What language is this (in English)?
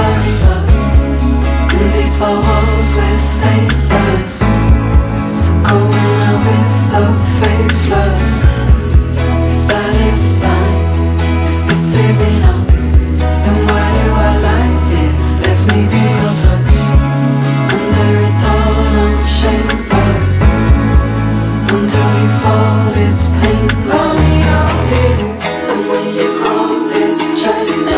English